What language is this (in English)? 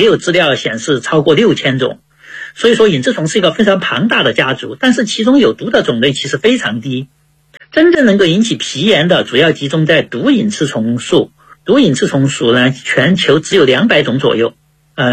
Chinese